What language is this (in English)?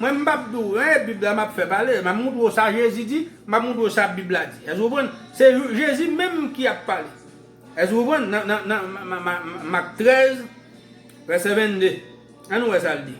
Haitian Creole